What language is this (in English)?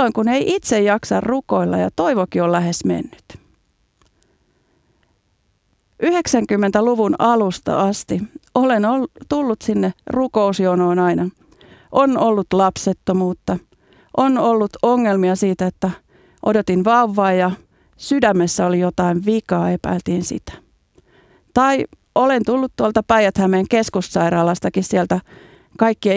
Finnish